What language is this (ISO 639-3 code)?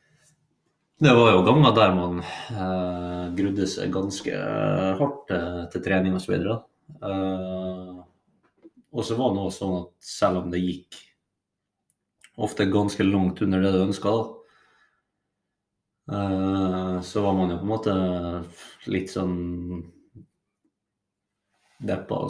nor